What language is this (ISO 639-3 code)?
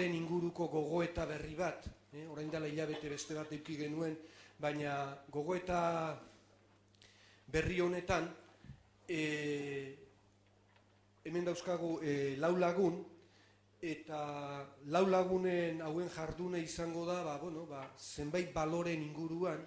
eus